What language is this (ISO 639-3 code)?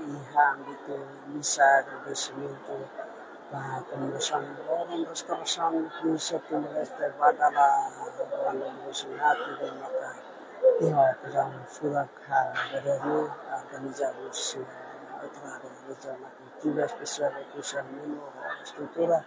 tet